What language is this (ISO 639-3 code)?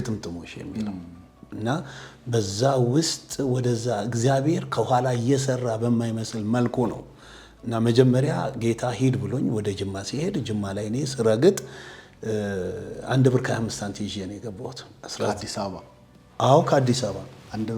amh